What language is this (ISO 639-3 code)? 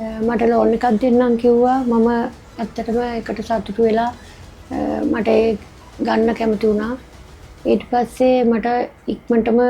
sin